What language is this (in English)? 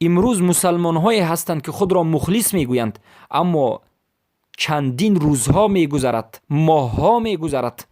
Persian